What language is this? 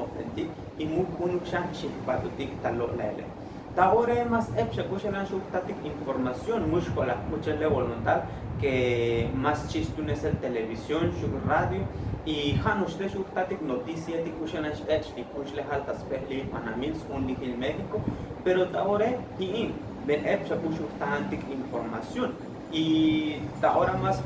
Tzotzil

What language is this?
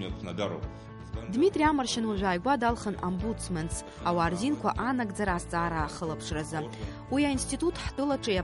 Abkhazian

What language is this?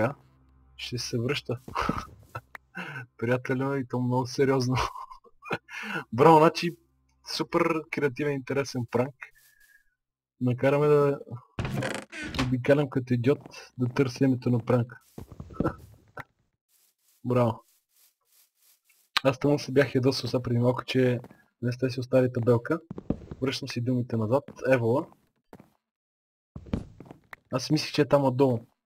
Bulgarian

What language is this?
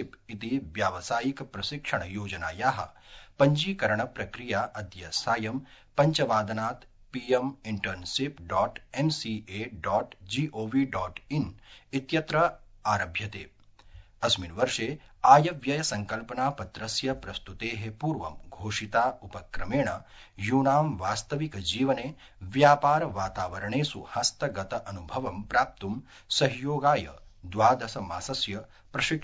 Sanskrit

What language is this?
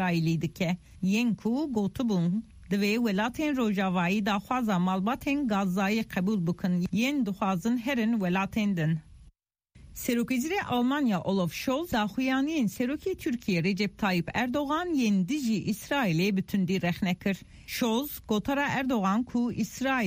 Kurdish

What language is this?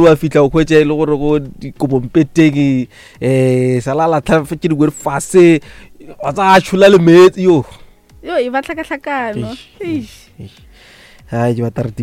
Northern Sotho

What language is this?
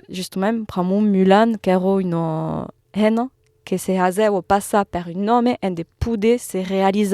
Occitan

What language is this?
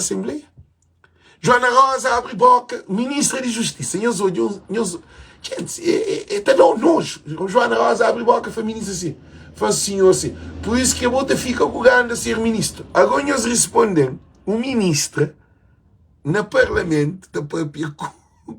Kabuverdianu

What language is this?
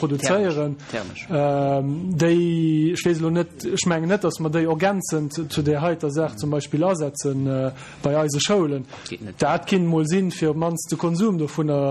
Luxembourgish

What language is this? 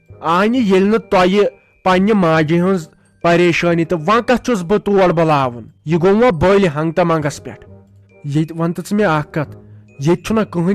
Kashmiri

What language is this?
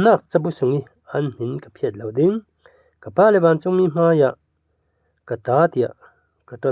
Falam Chin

